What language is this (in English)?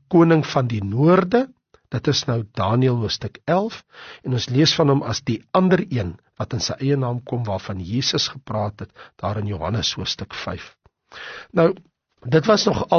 Afrikaans